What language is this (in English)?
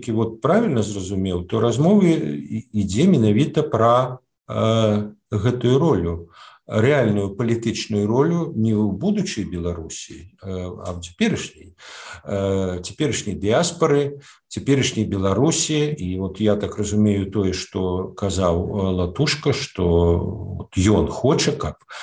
Belarusian